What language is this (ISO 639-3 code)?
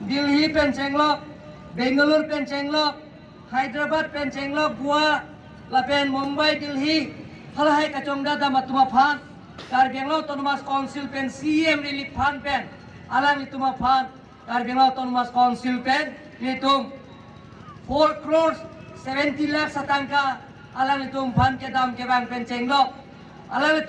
mjw